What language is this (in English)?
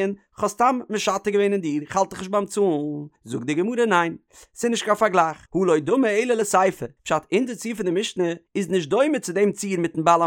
Yiddish